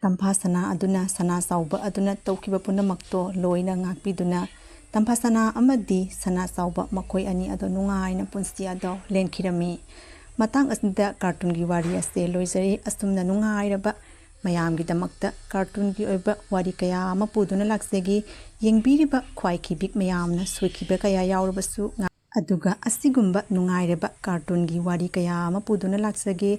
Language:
Manipuri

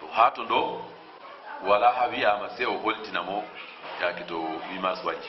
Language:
Fula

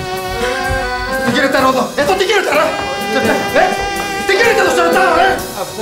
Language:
Greek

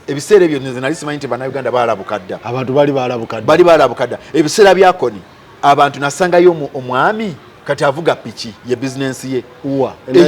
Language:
Ganda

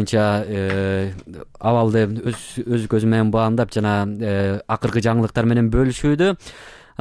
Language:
Kyrgyz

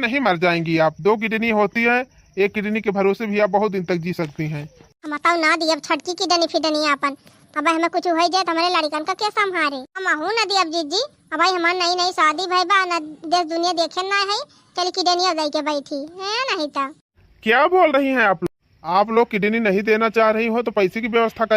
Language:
Awadhi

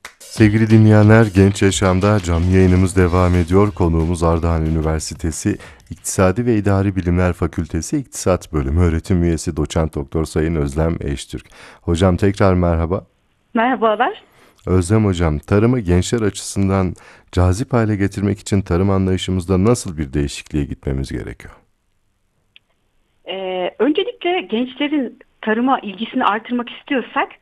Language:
Turkish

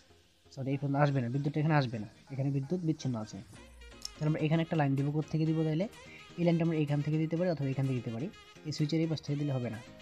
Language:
Bangla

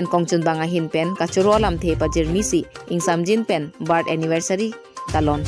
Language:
Karbi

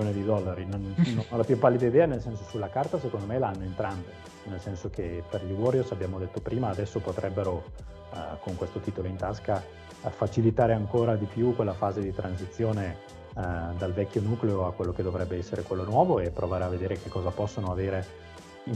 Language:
Italian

